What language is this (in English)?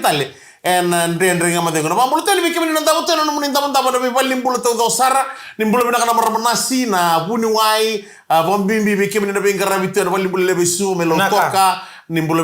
Fijian